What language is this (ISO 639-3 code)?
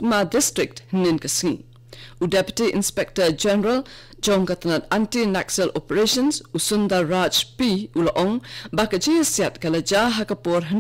kha